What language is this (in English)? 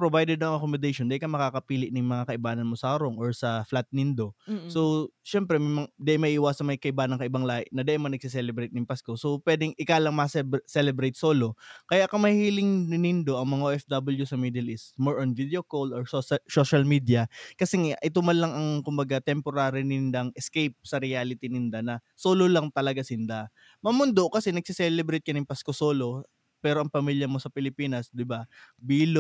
Bikol